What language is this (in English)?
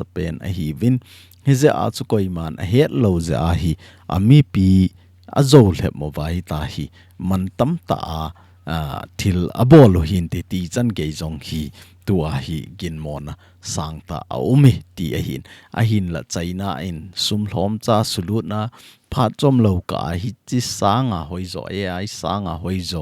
Thado Chin